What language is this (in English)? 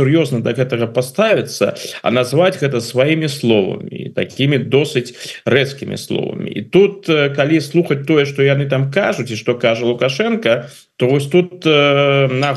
Belarusian